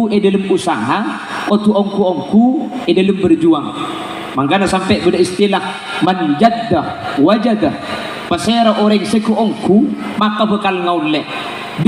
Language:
Madurese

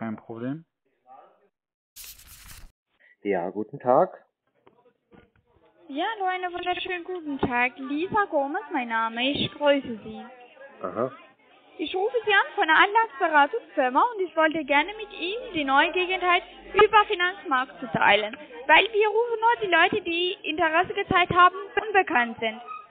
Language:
German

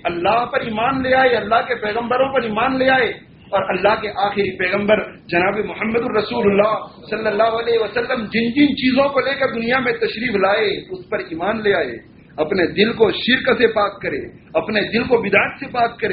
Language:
Urdu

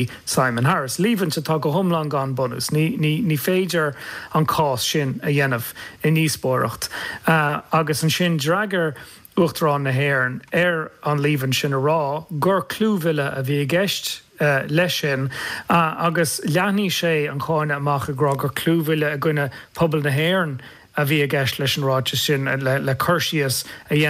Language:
Irish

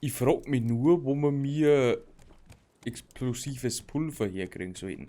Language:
Bavarian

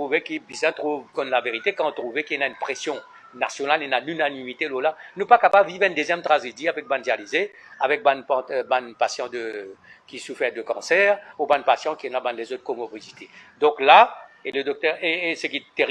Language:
Morisyen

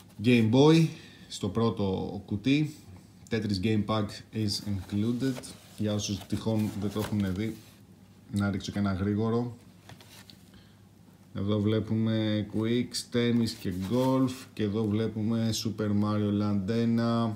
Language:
Greek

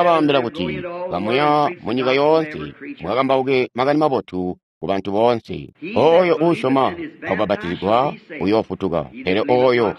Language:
Tonga (Zambia)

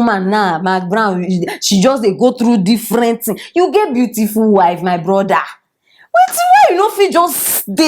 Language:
Nigerian Pidgin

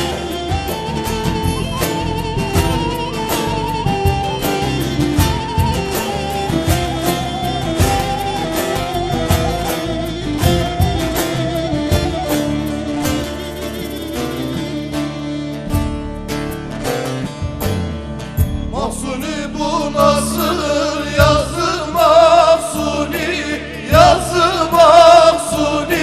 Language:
Turkish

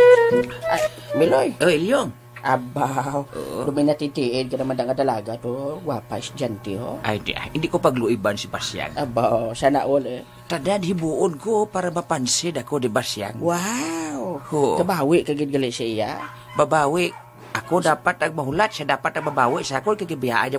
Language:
Hiligaynon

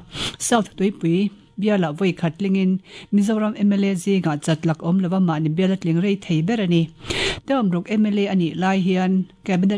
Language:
Mizo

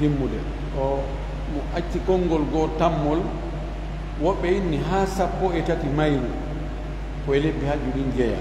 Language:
Fula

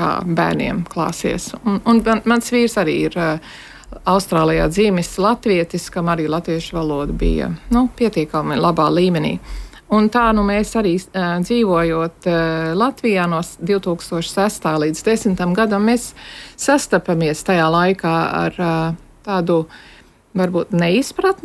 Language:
Latvian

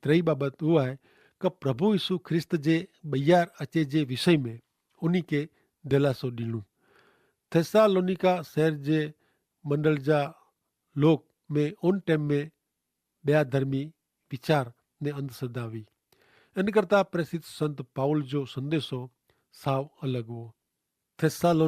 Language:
Kachhi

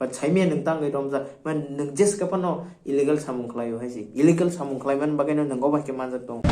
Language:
Kok Borok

